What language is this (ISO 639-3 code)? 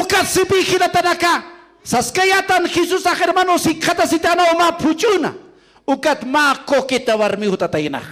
aym